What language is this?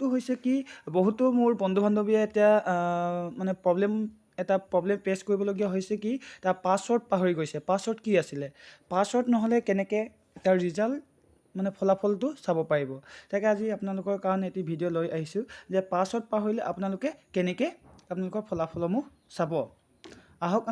Assamese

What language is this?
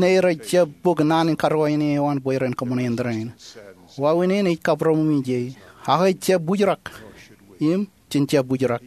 Marshallese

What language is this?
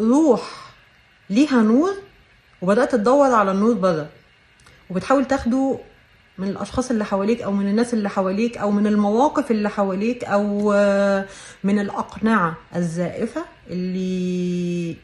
Egyptian Arabic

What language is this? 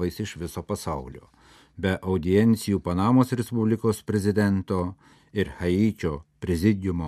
Lithuanian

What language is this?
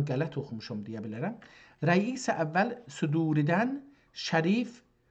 South Azerbaijani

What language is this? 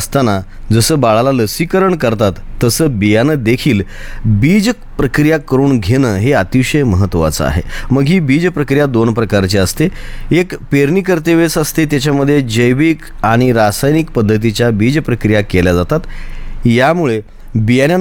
Marathi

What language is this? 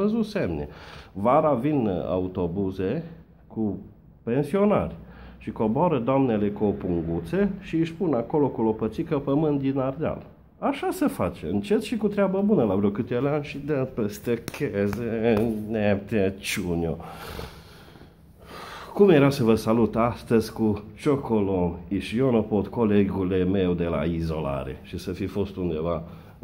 Romanian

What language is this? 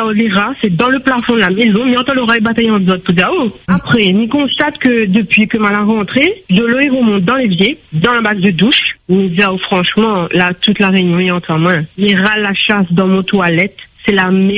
French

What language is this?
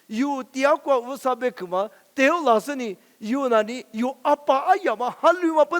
Lisu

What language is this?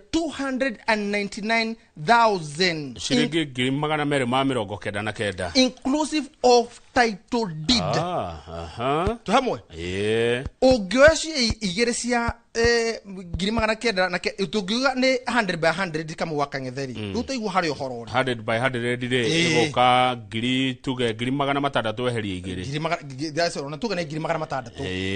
Kikuyu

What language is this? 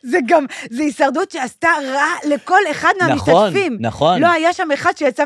Hebrew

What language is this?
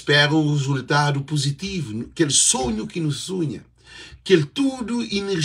Kabuverdianu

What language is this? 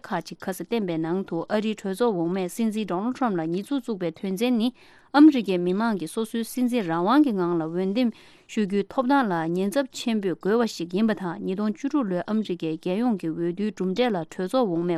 Tibetan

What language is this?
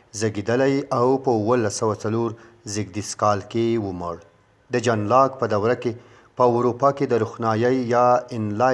Pashto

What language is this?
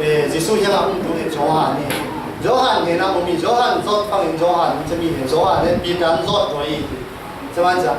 Falam Chin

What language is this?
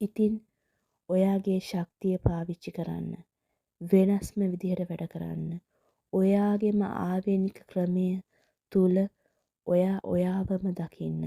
Sinhala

